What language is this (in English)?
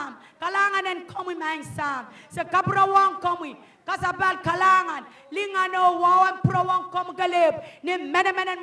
Pohnpeian